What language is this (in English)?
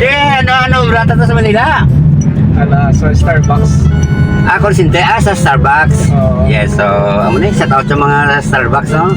Hiligaynon